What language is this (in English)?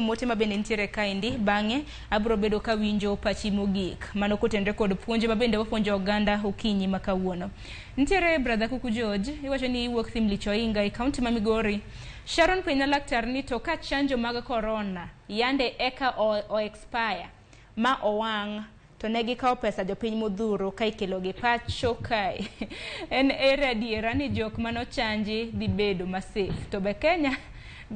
Luo (Kenya and Tanzania)